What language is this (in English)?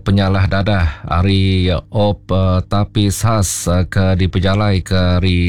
Iban